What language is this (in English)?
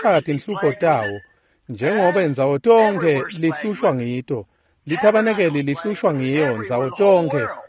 Swati